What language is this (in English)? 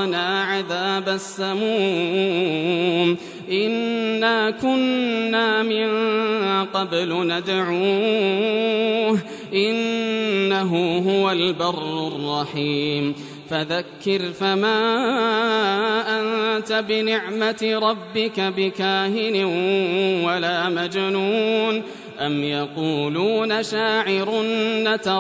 Arabic